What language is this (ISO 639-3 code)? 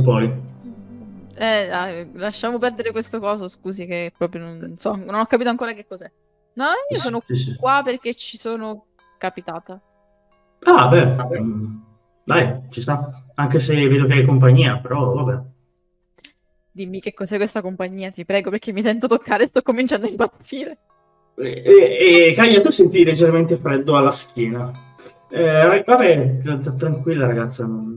ita